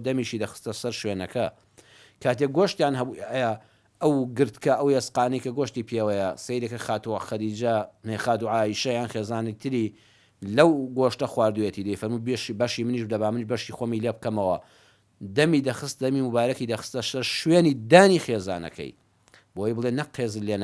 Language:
Central Kurdish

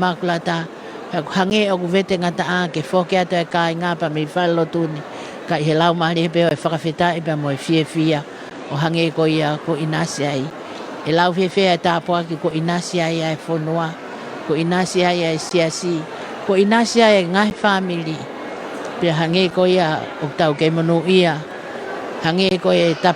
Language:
Tongan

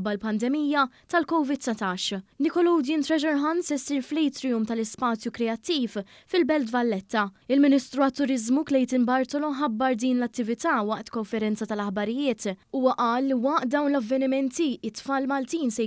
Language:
Maltese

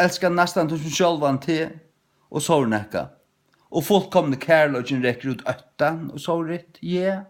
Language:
Faroese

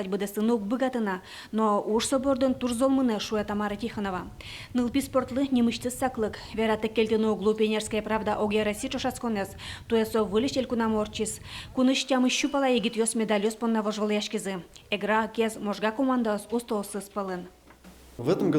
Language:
Udmurt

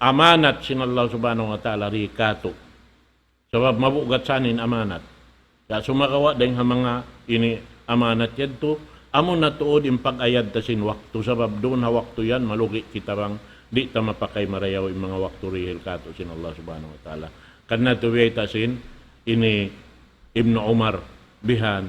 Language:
Tausug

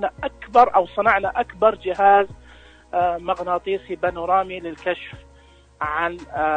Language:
Najdi Arabic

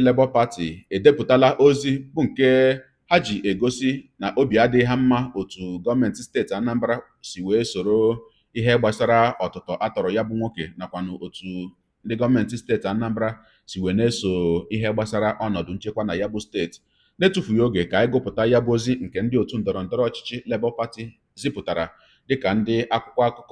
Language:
Igbo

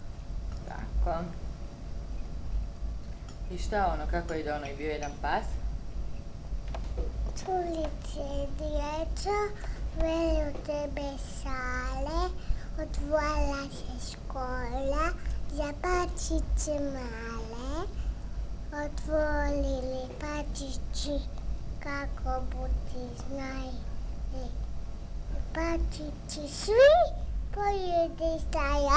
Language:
Croatian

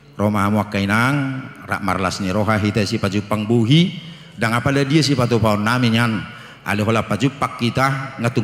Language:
Batak Toba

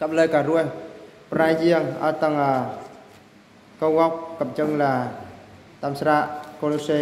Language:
Eastern Bru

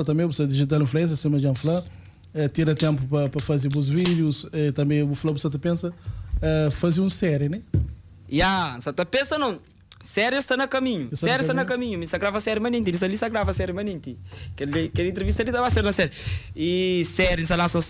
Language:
Kabuverdianu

